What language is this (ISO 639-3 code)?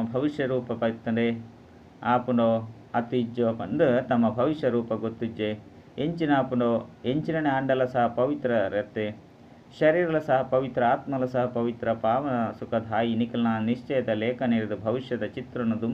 tcy